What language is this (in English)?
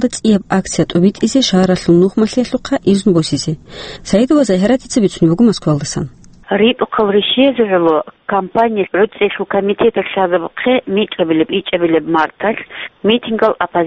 Avaric